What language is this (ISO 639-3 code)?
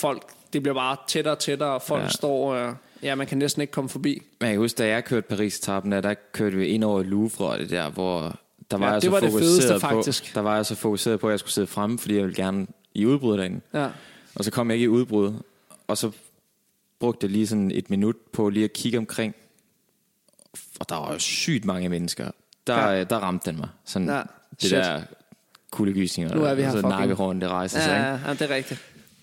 dan